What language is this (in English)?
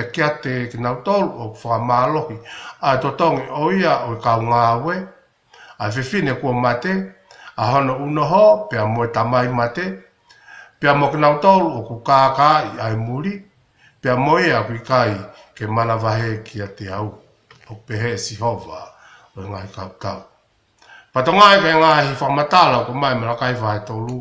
Tongan